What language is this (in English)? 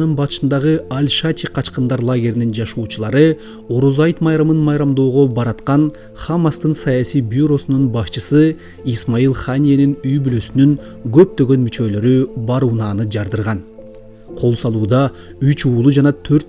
Kyrgyz